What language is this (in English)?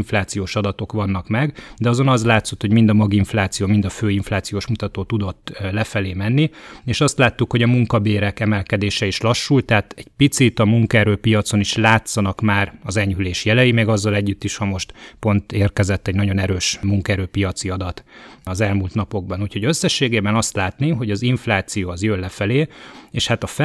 Hungarian